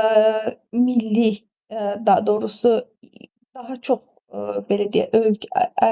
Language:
Azerbaijani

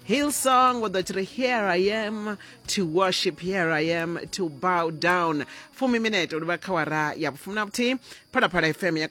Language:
Venda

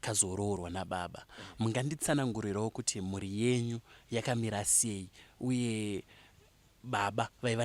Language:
Shona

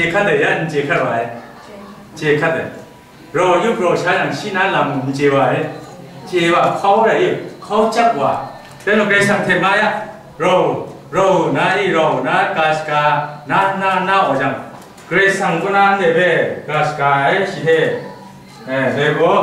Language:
Kachin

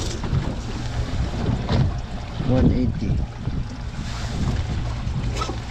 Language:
Filipino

